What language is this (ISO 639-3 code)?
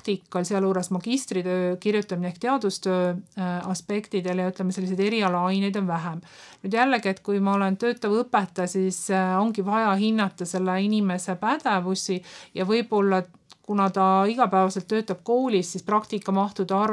est